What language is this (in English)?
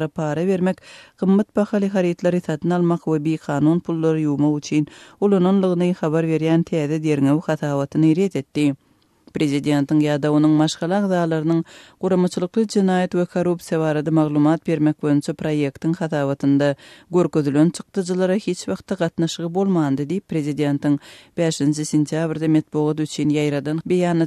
Turkmen